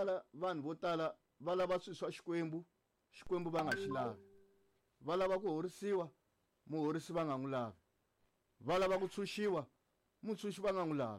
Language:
Tsonga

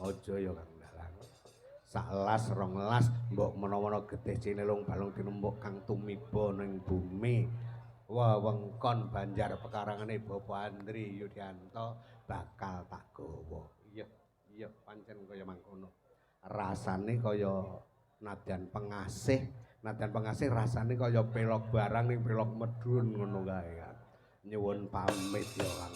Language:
Javanese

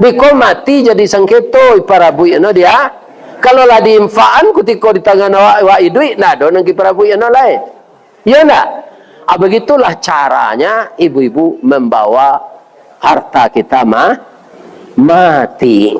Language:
Minangkabau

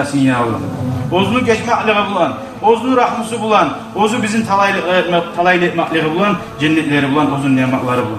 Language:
Kumyk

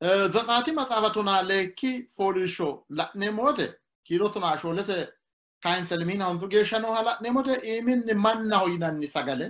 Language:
Sidamo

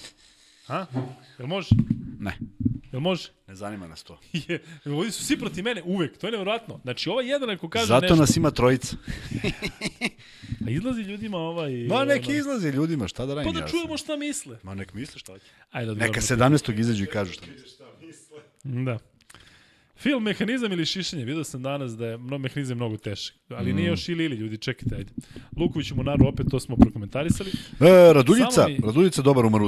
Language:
Serbian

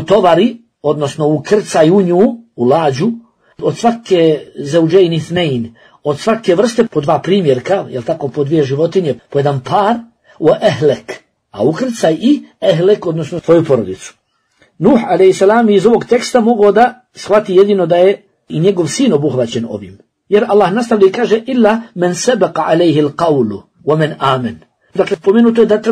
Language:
Bosnian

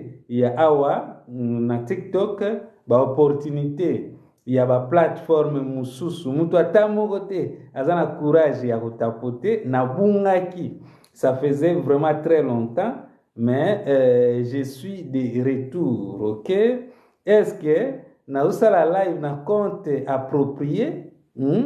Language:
Lingala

